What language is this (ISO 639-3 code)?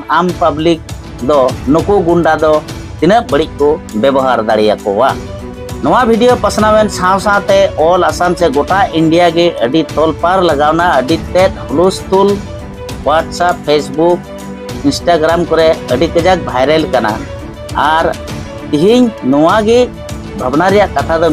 sat